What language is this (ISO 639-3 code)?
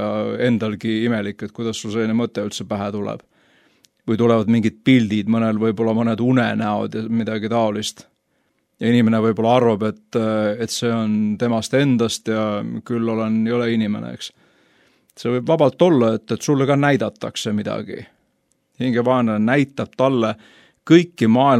est